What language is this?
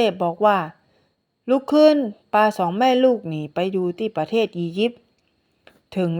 Northern Thai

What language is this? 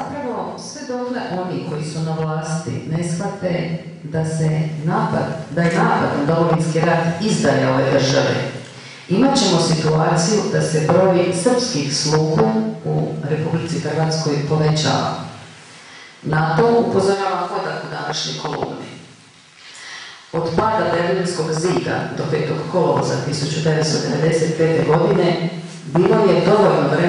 Croatian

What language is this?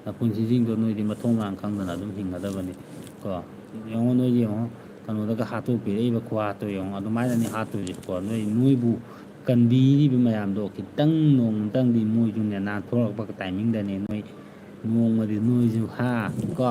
Manipuri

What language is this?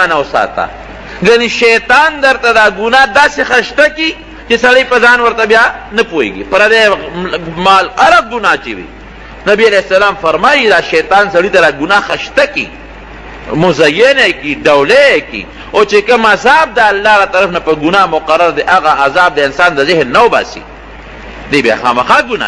Pashto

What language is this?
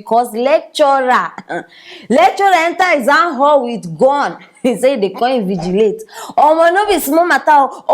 Nigerian Pidgin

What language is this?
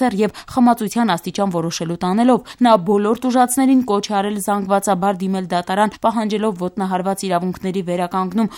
Armenian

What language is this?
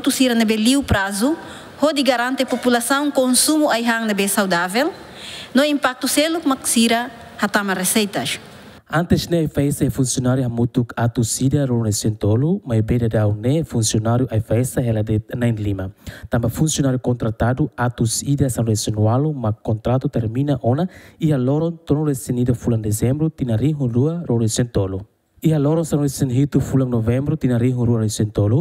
Tetum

